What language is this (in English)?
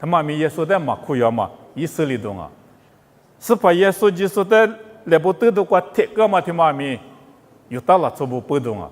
Lisu